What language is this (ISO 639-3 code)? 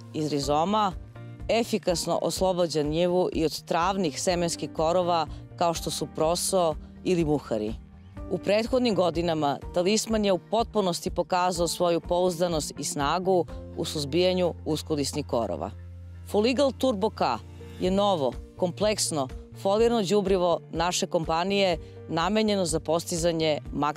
srp